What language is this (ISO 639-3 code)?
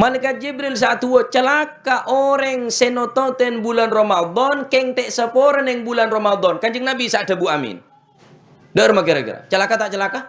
mad